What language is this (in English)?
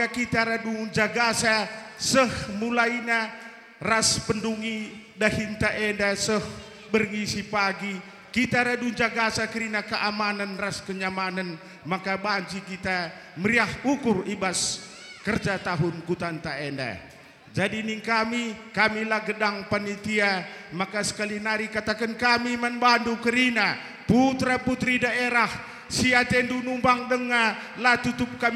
Batak Karo